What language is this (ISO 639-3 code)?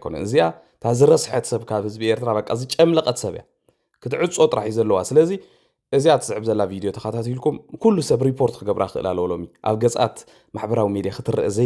tir